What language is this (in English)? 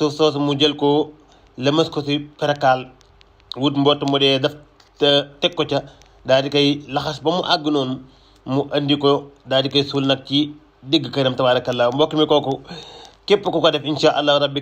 Wolof